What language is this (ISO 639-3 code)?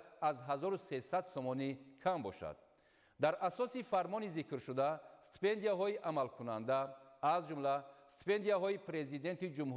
tgk